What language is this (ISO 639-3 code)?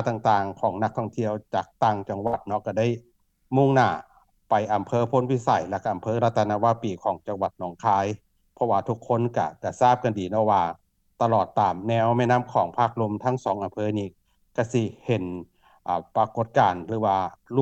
lao